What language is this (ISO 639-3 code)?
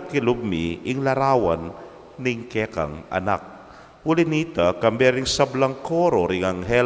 pam